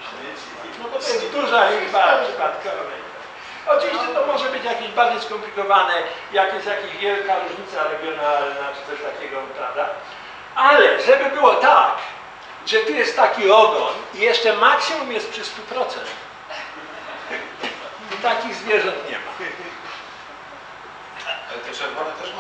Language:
Polish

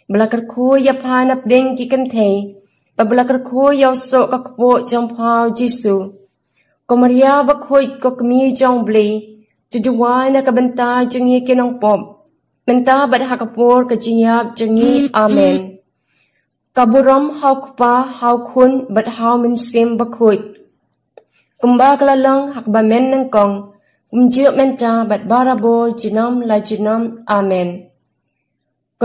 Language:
Khasi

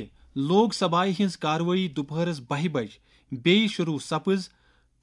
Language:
Kashmiri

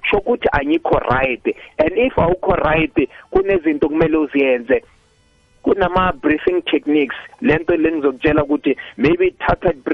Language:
South Ndebele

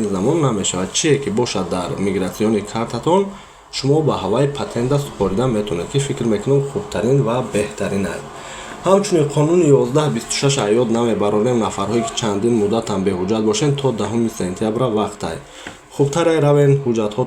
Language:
Tajik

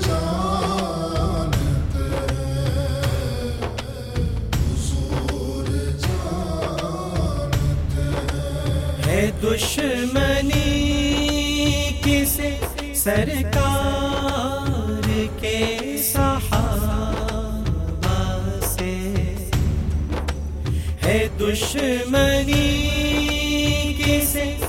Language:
Urdu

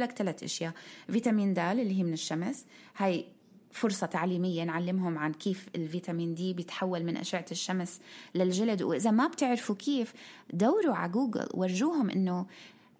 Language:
North Levantine Arabic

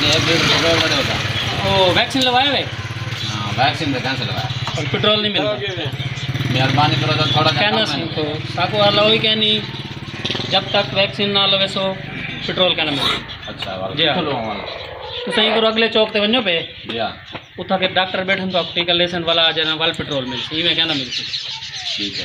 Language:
Saraiki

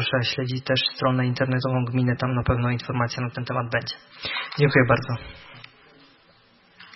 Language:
Polish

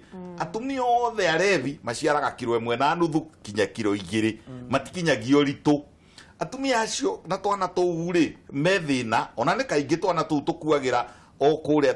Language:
Kikuyu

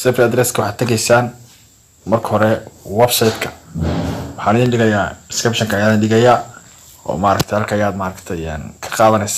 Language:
Somali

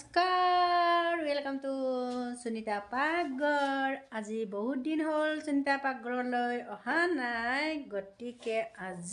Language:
Assamese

